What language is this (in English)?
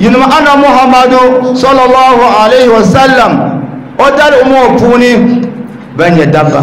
Dagbani